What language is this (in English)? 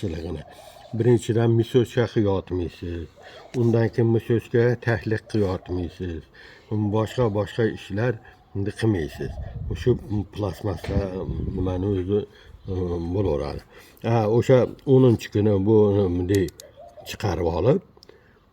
Uzbek